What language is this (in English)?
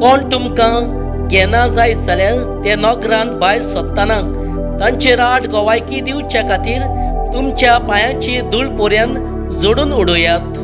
Konkani